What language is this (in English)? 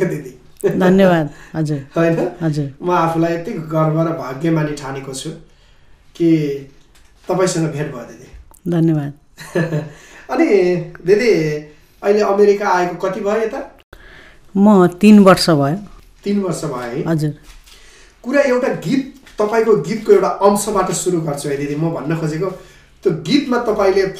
Nepali